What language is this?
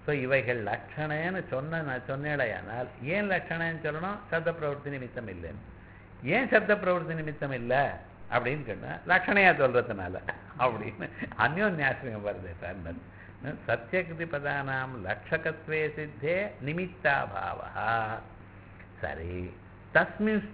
Tamil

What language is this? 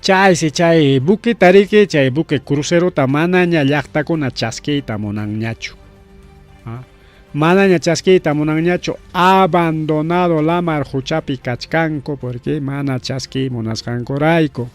Ayacucho Quechua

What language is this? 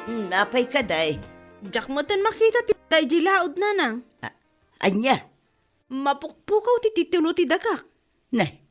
Iloko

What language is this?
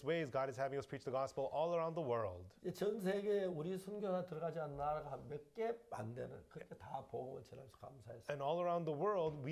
Korean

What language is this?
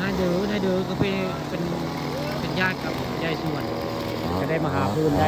Northeastern Thai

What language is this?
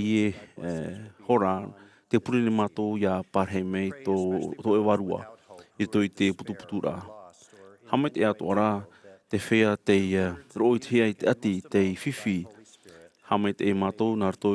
Tahitian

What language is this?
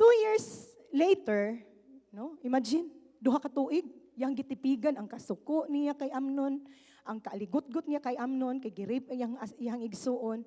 Cebuano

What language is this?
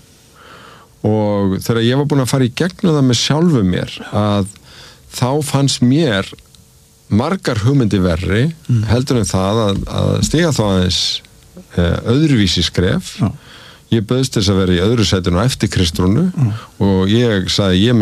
Icelandic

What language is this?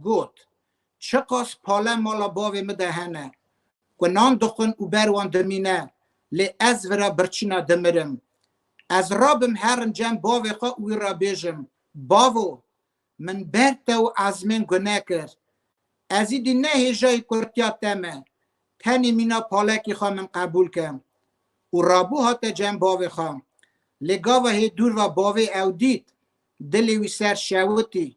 Kurdish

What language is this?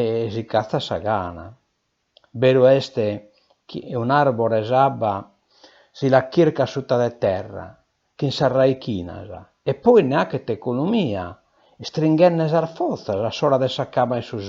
Sardinian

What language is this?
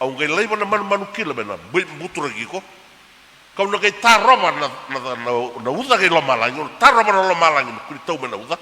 Fijian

